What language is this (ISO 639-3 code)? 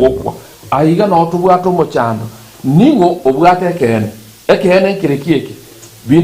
guz